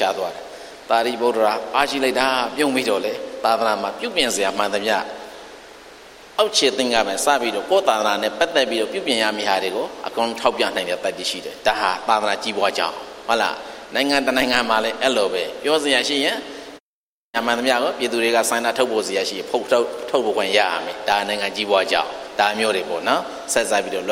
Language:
Burmese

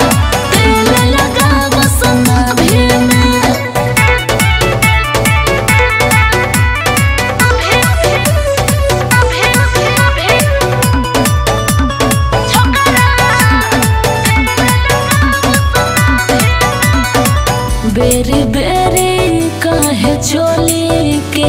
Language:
Bhojpuri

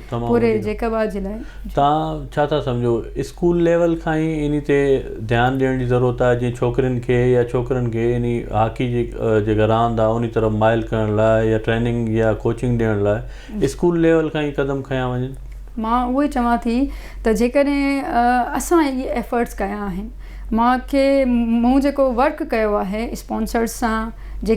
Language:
Sindhi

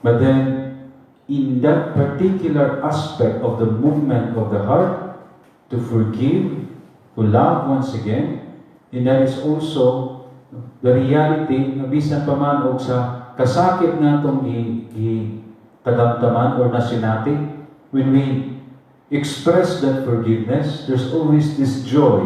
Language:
Cebuano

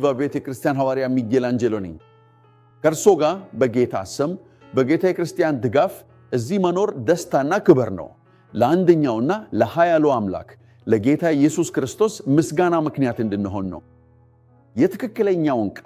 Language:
Amharic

